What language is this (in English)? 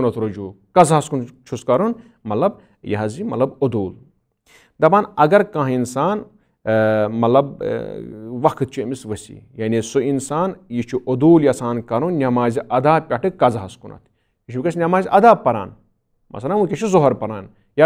Kashmiri